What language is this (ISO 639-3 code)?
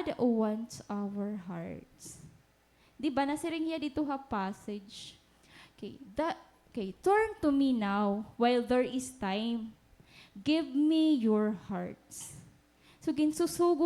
war